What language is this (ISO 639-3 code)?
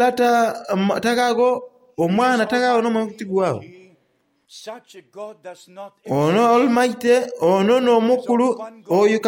xog